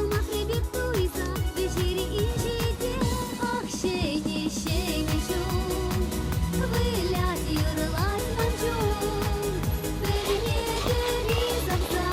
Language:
Chuvash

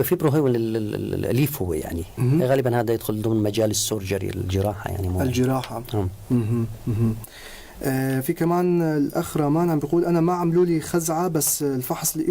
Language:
North Levantine Arabic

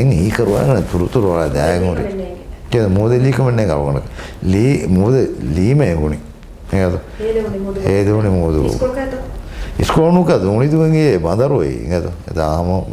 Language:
Divehi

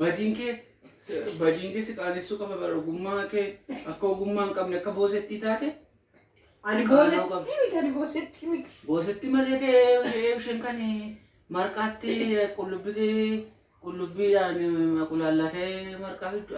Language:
Oromo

